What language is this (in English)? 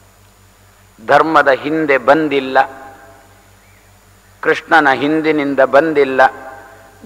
Kannada